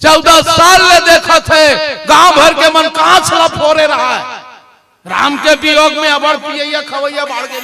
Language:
Chhattisgarhi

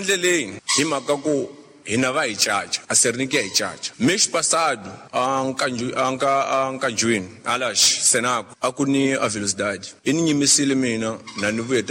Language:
Tsonga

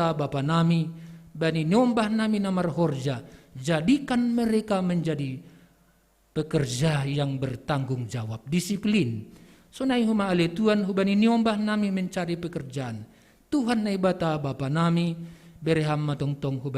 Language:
Batak Simalungun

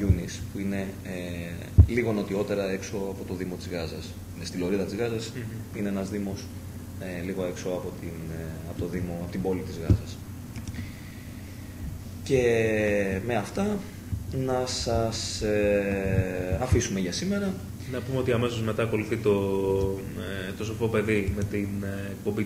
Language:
Greek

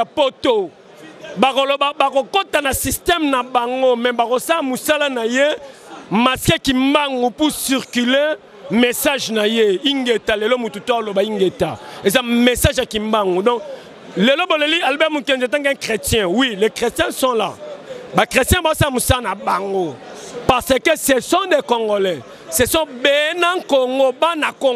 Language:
Lingala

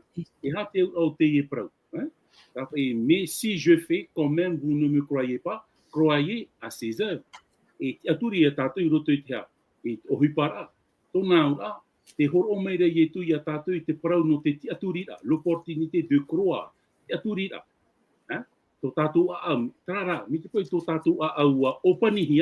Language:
Tahitian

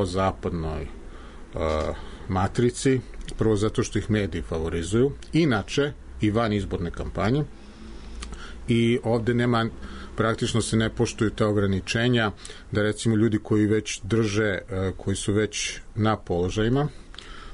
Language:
Serbian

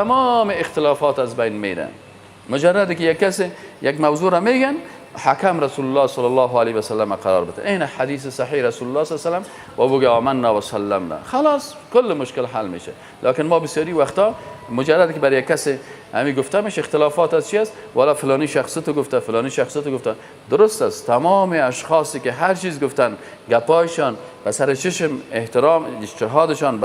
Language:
Persian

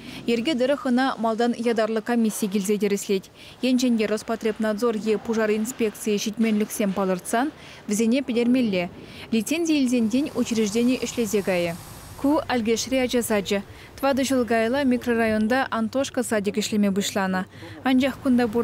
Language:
Chuvash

